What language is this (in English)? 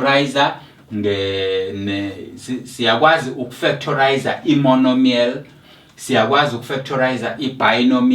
Zulu